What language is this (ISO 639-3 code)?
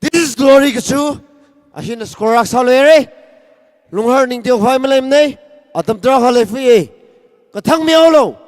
nmf